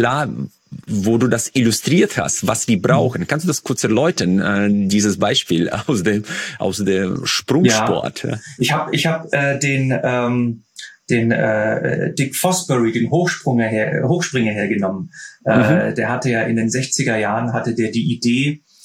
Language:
German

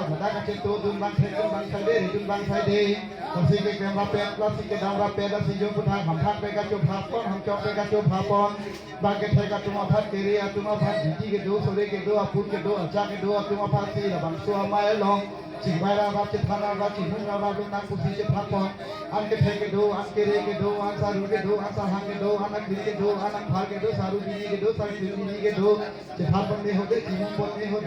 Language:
Karbi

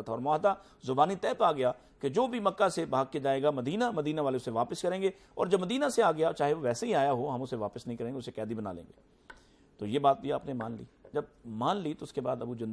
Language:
Urdu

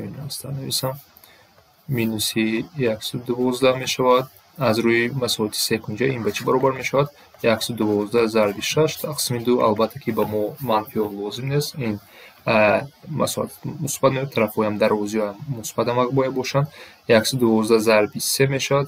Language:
Tajik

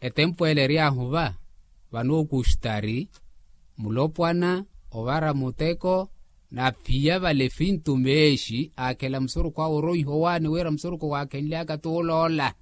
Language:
Makhuwa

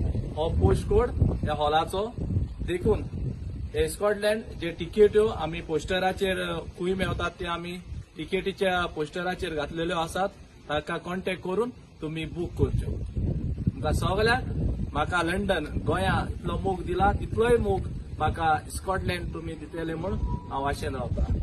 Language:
Konkani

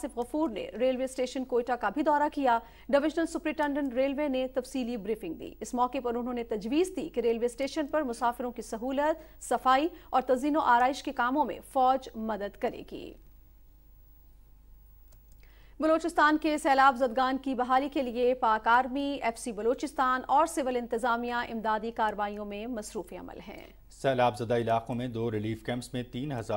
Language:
Urdu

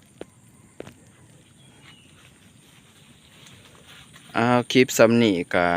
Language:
Lao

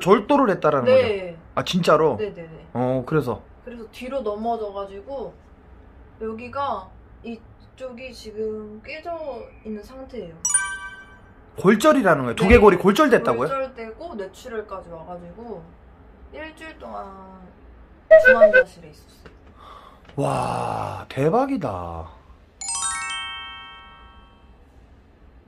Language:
Korean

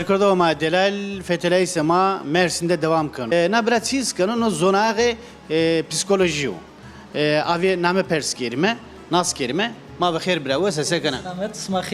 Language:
Zaza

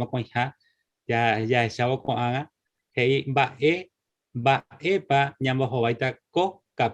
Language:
Guarani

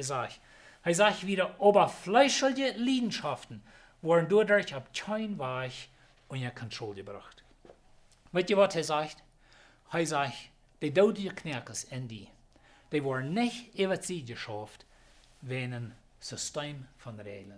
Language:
Plautdietsch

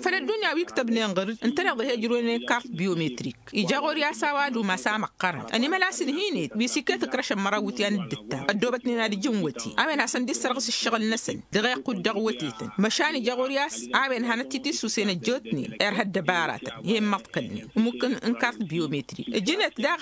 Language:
Tamasheq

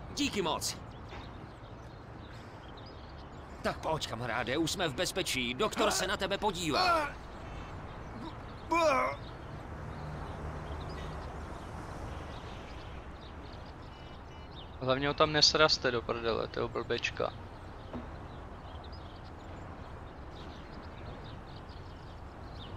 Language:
Czech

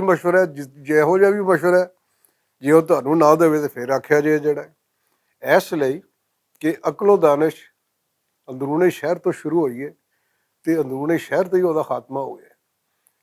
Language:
Western Panjabi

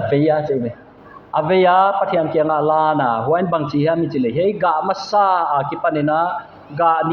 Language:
Paite Chin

